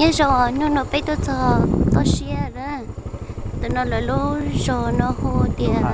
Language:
Hmong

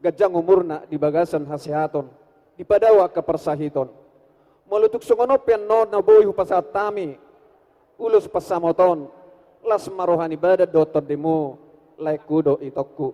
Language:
Batak Toba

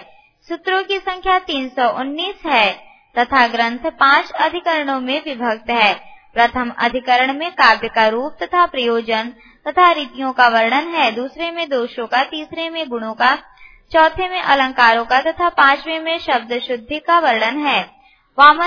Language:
Hindi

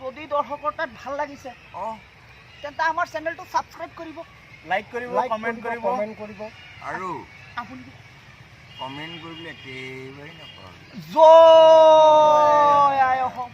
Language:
Assamese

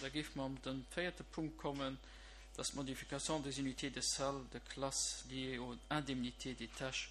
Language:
Luxembourgish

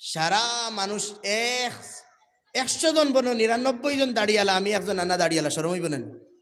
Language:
Sylheti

